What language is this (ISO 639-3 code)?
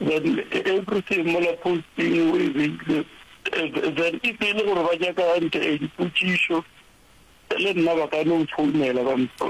nso